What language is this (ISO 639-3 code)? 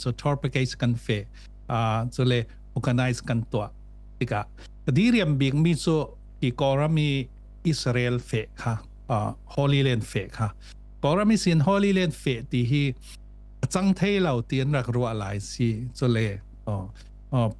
cfm